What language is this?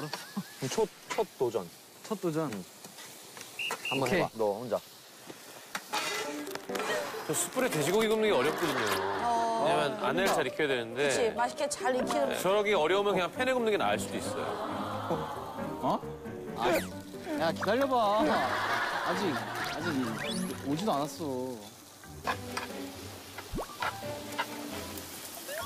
Korean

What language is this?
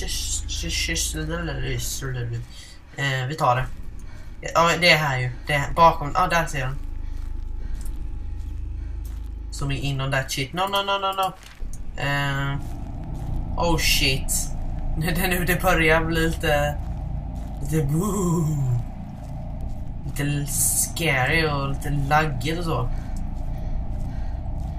Swedish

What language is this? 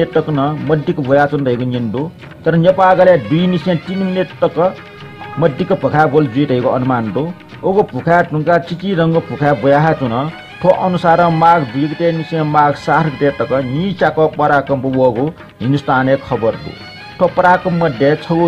Newari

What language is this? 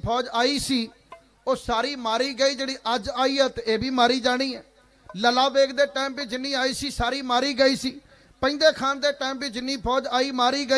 Punjabi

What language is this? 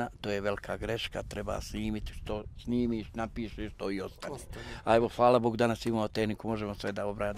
Bosnian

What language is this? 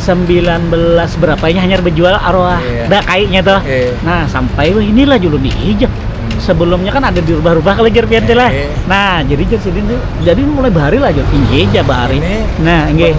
Banjar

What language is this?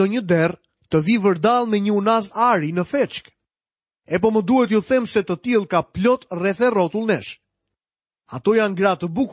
Albanian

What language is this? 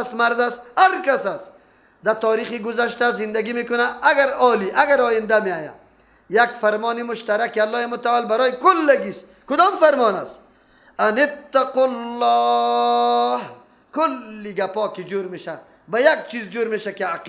Persian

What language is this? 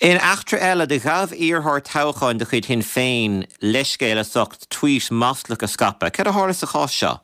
Irish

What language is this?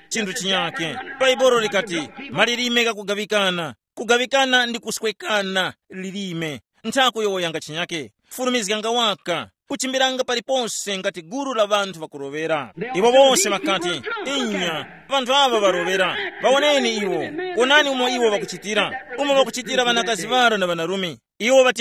Tumbuka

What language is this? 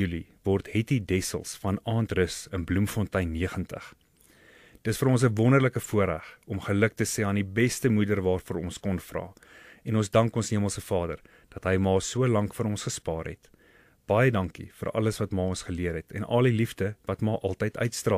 Afrikaans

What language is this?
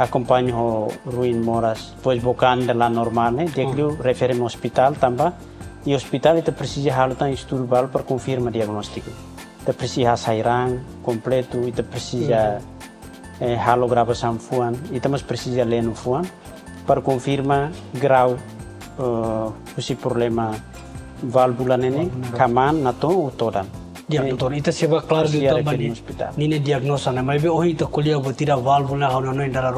Tetum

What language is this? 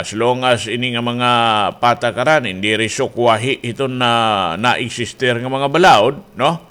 Waray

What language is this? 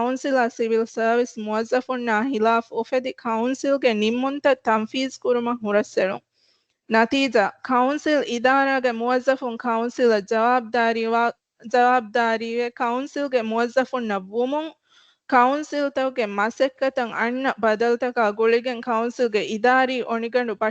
Divehi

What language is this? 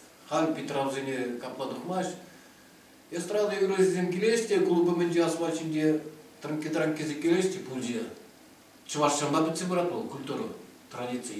Chuvash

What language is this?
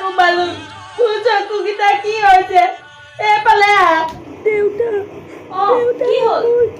Assamese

